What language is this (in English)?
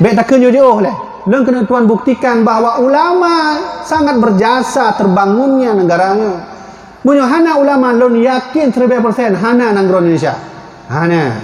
Achinese